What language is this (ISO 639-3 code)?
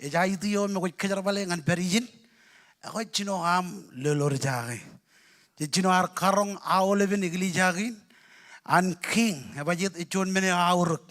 mah